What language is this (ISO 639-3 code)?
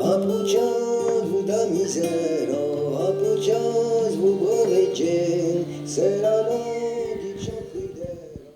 oci